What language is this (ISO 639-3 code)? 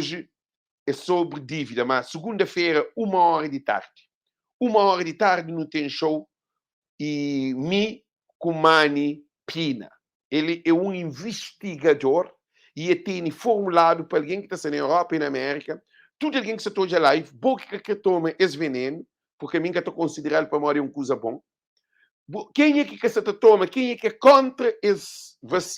kea